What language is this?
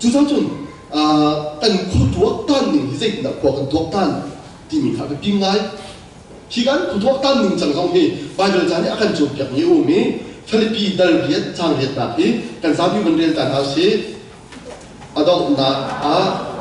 Hakha Chin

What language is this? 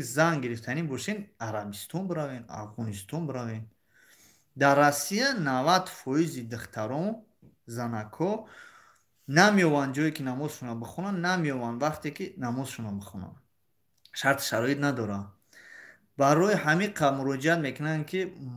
Tajik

